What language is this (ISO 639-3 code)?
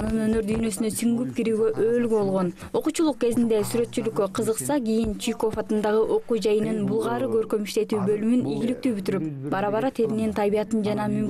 kir